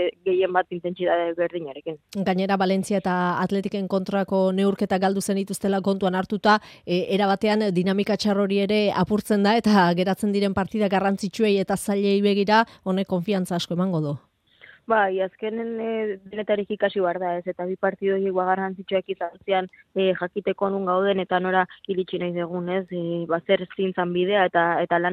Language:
Basque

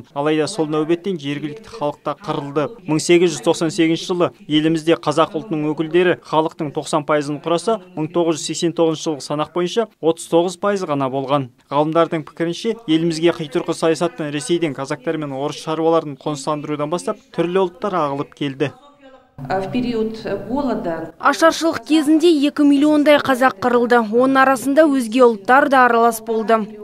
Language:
Kazakh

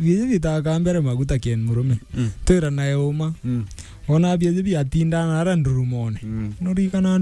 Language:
Meru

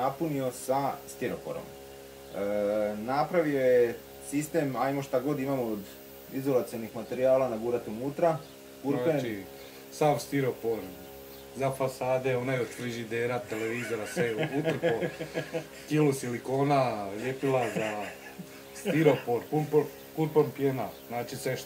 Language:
Croatian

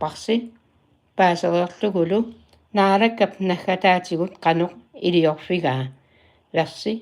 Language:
Kalaallisut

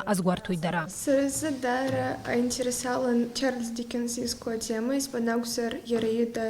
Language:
Abkhazian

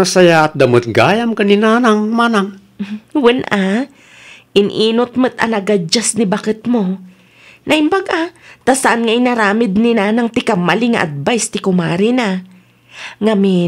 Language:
Iloko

